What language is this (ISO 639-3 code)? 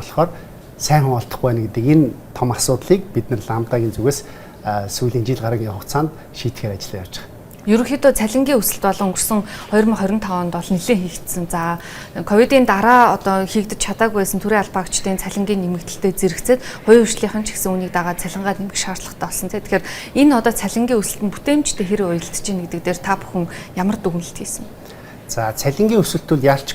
mon